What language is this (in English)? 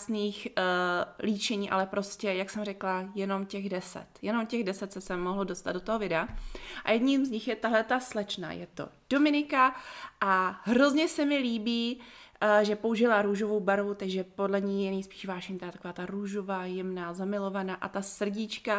Czech